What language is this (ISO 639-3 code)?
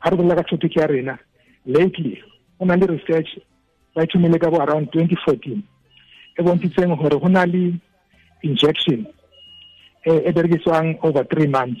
tsn